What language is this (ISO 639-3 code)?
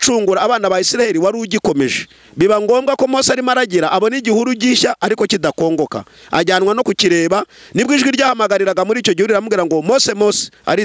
kin